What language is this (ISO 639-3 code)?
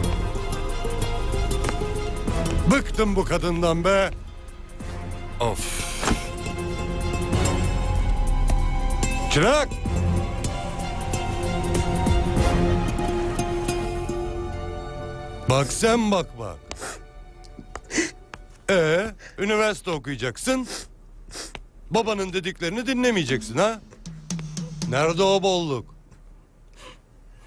tur